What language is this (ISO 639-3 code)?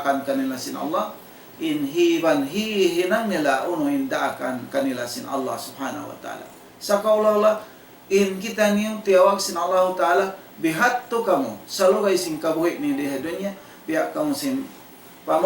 tsg